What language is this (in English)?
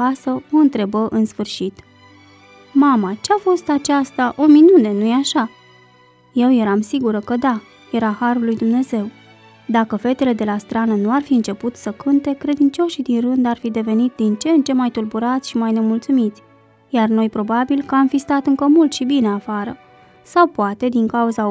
Romanian